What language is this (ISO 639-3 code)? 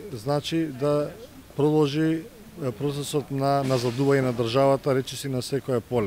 mkd